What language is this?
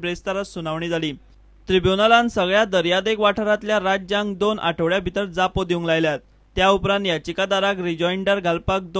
Konkani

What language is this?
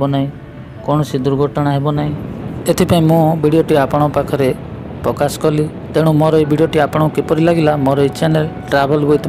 Odia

